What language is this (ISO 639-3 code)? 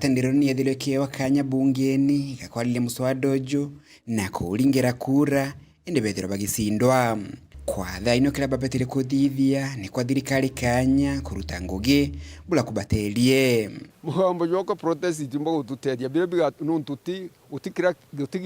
mer